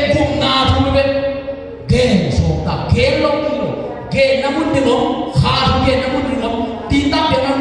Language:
Tedim Chin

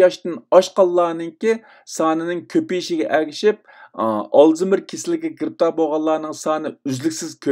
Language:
Uyghur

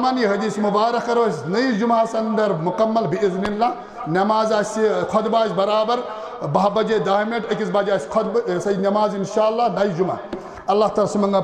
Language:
Kashmiri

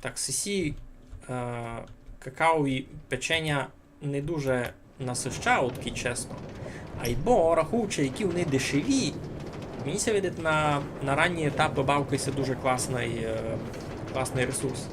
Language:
Rusyn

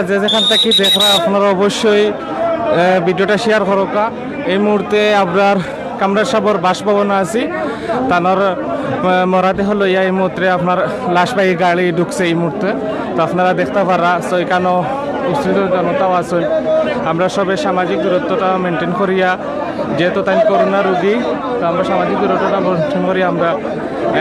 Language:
Sylheti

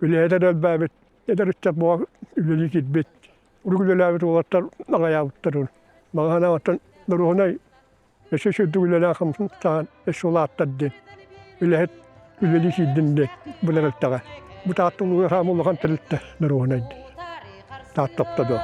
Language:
Yakut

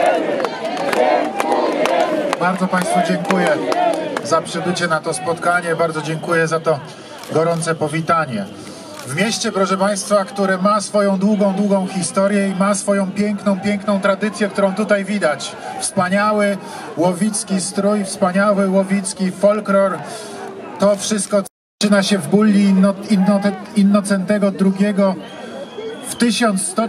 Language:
Polish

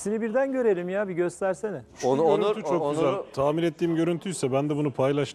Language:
Turkish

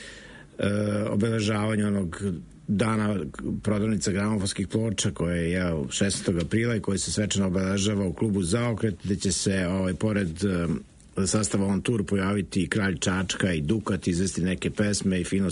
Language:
Serbian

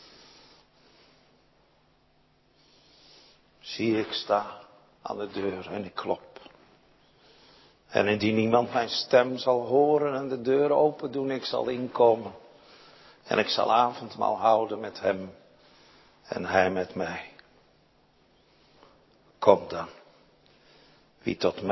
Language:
Dutch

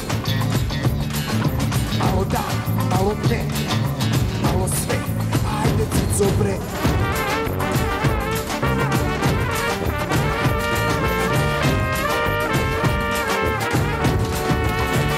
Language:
Serbian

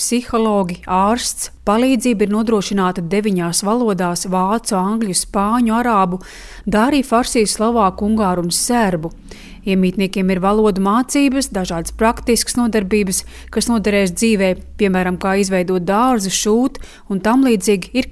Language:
Latvian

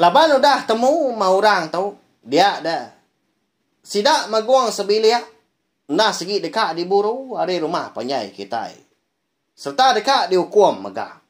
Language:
Iban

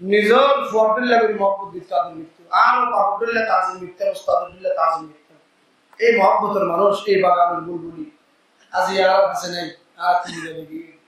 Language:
Rohingya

